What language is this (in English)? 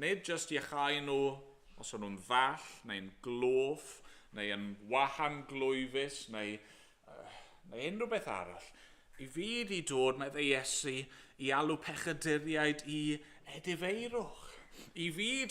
Welsh